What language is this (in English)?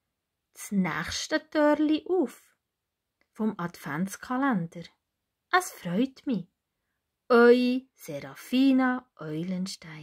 Swiss German